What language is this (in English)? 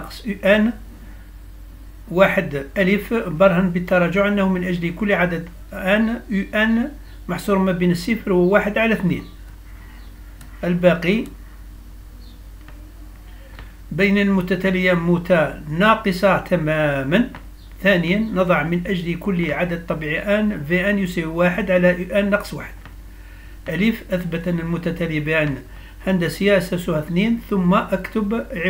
Arabic